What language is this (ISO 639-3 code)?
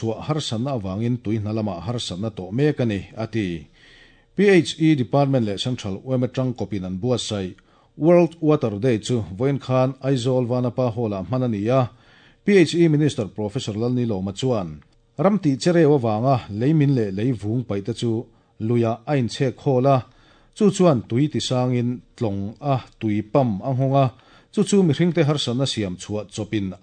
lus